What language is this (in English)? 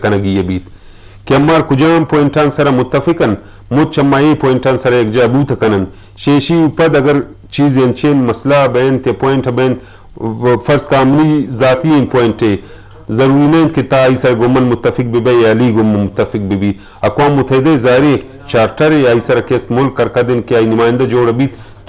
Eastern Balochi